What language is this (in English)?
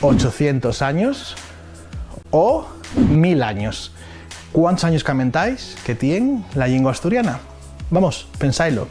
Asturian